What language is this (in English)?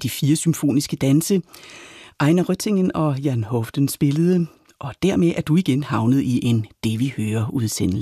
Danish